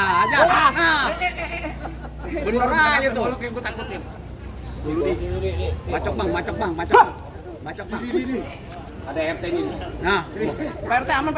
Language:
Betawi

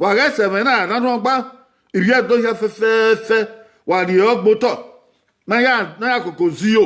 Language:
Bini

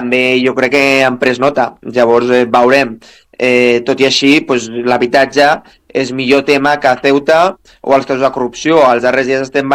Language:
Catalan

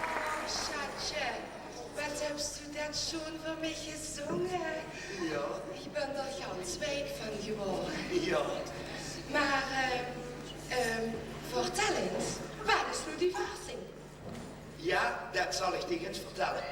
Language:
Limburgish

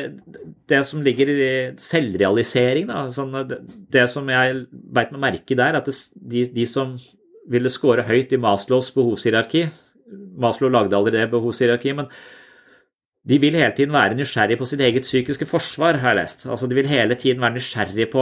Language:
Norwegian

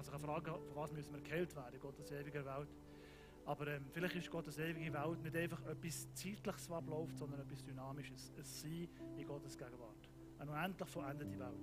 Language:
Swiss German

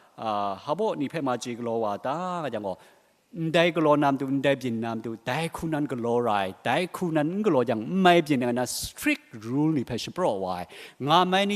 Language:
Kachin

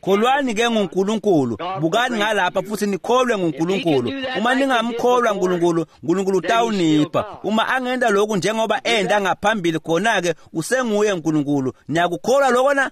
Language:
Swati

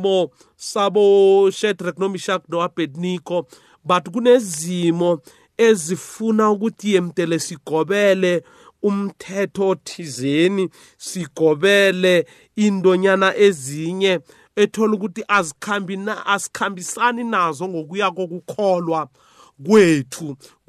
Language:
South Ndebele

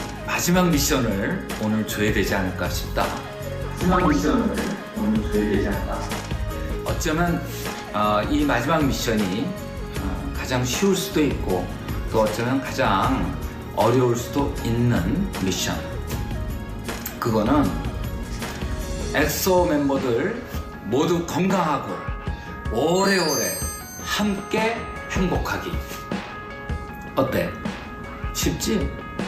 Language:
Korean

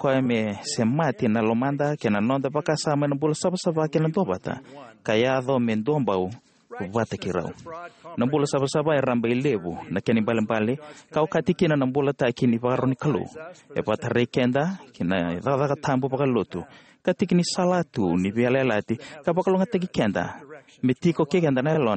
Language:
Fijian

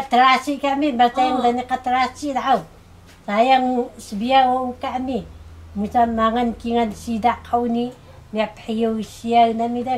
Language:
Taroko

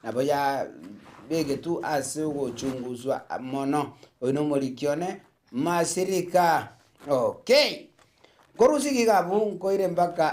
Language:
Gusii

